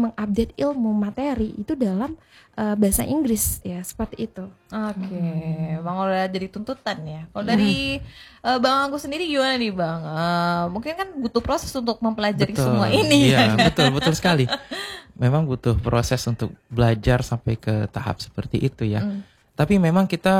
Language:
Indonesian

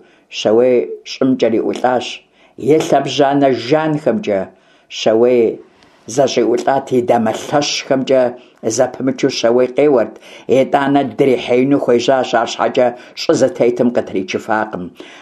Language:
Kabardian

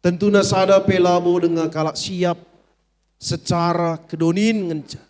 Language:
Batak Karo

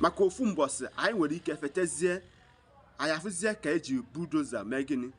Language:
Igbo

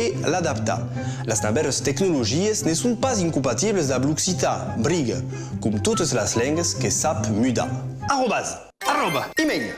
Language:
Occitan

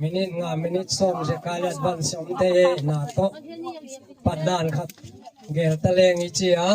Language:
Gangte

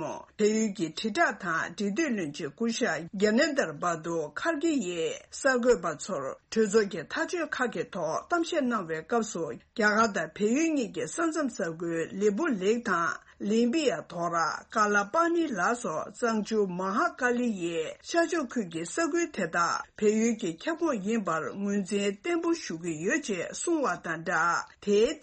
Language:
Tibetan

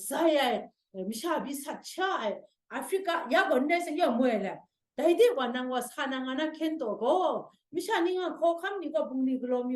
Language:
Kachin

